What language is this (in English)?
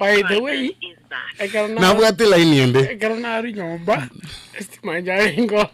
Gusii